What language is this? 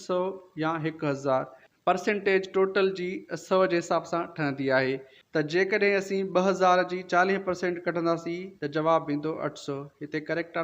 Sindhi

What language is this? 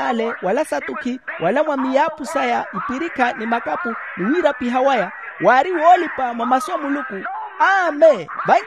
Makhuwa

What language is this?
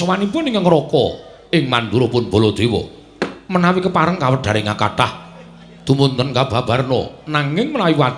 Javanese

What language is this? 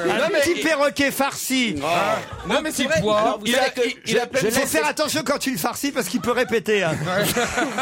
French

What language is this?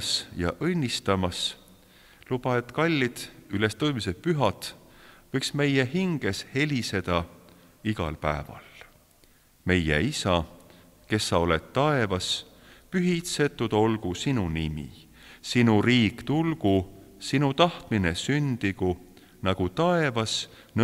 Estonian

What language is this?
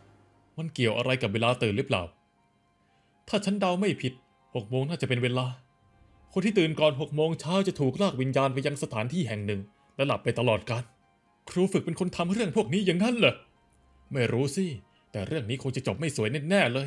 Thai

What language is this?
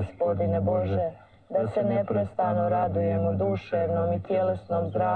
Croatian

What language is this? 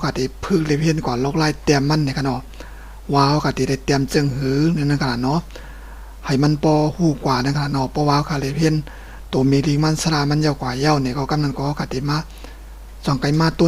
Shan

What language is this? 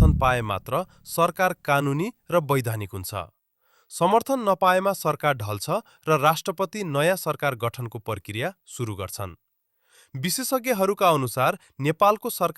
Nepali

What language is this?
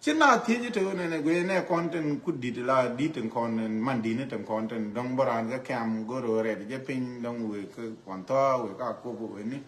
Nuer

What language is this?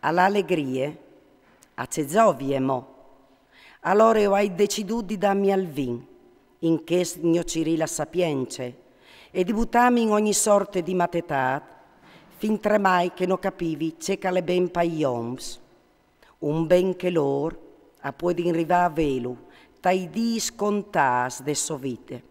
Friulian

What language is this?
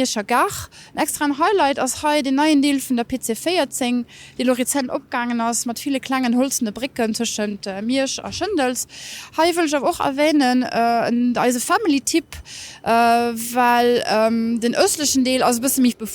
Luxembourgish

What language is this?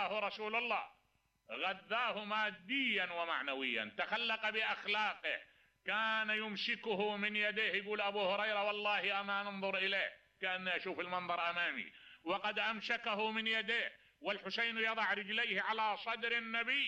Mesopotamian Arabic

